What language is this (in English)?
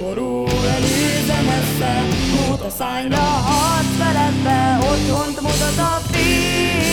Hungarian